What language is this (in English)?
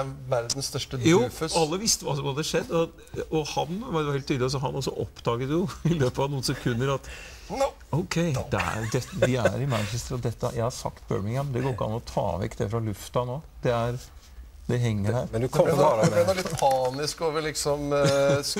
Norwegian